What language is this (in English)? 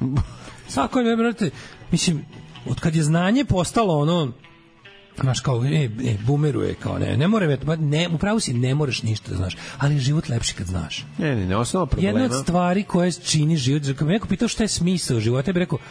Serbian